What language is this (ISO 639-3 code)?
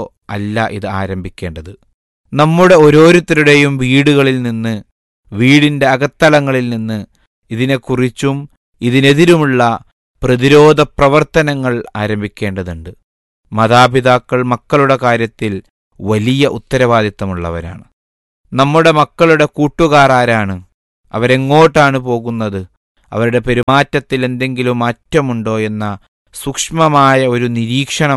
mal